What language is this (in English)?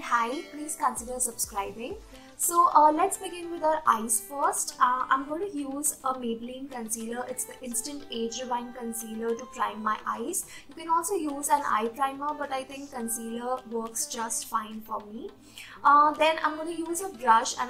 English